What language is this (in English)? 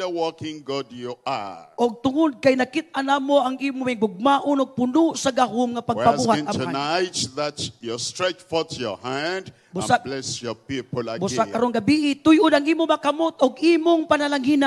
Cebuano